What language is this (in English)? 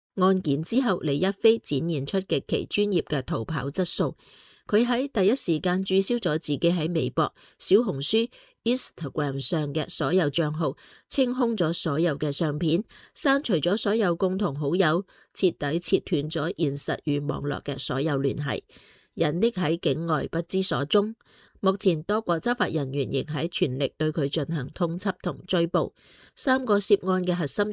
Cantonese